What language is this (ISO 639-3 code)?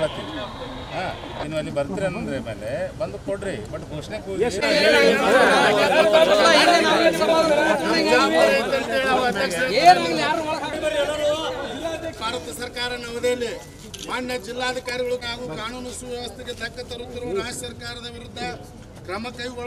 kan